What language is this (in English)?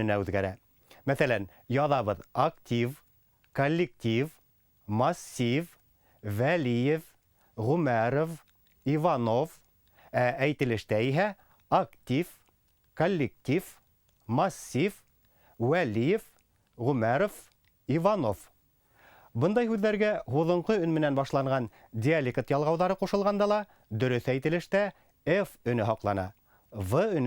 Bashkir